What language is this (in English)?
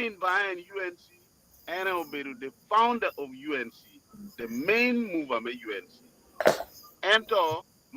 Acoli